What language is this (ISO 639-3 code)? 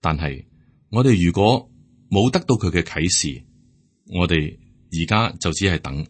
yue